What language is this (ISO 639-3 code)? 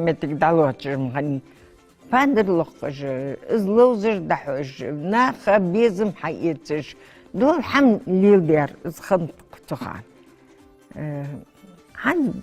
inh